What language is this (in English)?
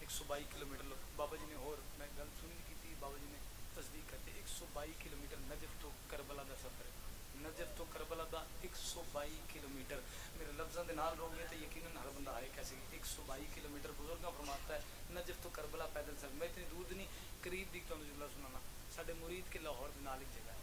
Pahari-Potwari